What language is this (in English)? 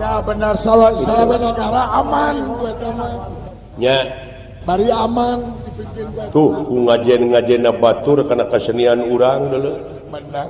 Sundanese